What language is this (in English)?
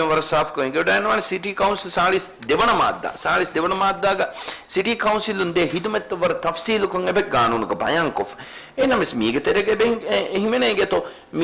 Divehi